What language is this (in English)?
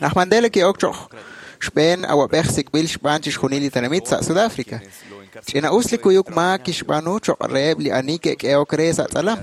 Kekchí